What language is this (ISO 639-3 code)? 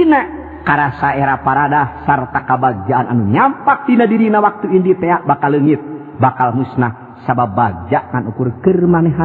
sun